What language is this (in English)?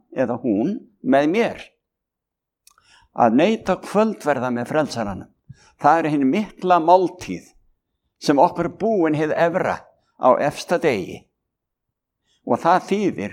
Icelandic